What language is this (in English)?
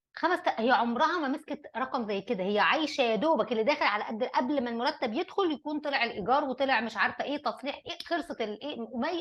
Egyptian Arabic